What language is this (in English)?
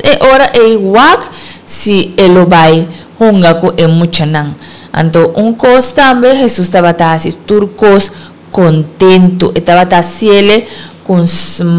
Papiamento